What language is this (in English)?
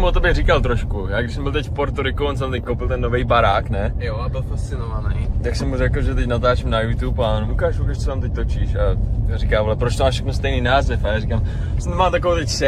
Czech